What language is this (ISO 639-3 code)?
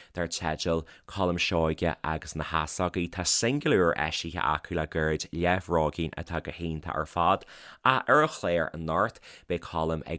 gle